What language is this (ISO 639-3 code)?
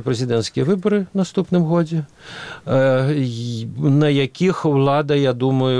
bel